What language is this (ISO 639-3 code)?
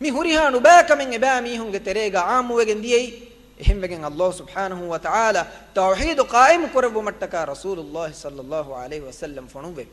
div